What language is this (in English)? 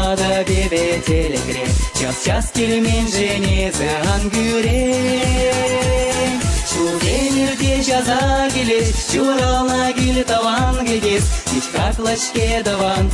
Chuvash